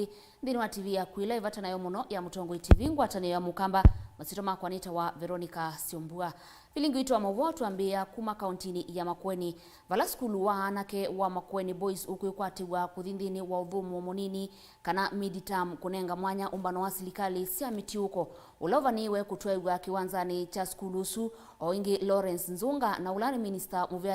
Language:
Kamba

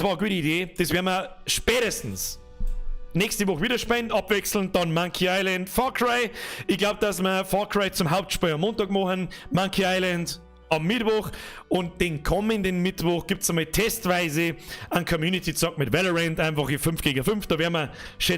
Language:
Bavarian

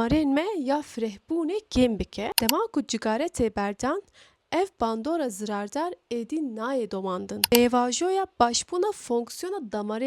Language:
Kurdish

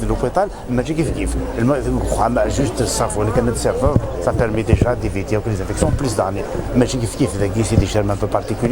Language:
Kabyle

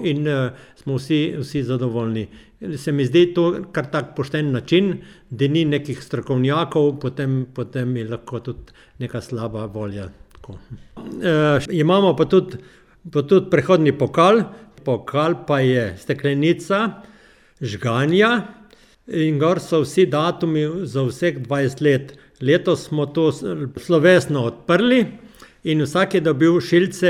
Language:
Slovenian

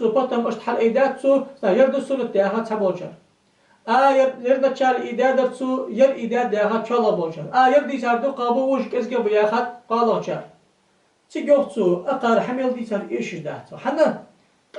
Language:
Ingush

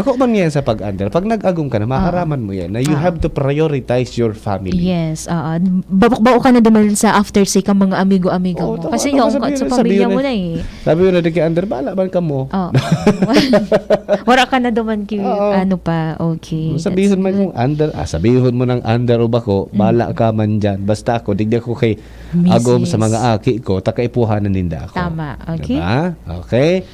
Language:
Bikol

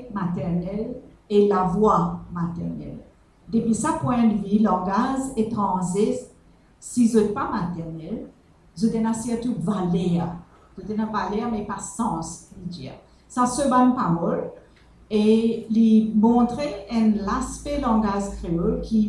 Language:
Morisyen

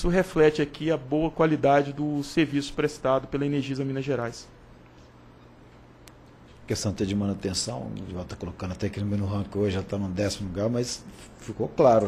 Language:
Portuguese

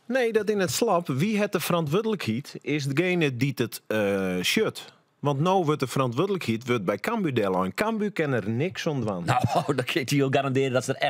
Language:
Western Frisian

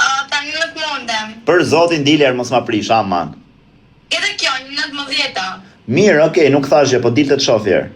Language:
Albanian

